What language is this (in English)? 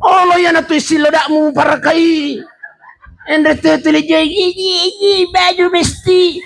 Buginese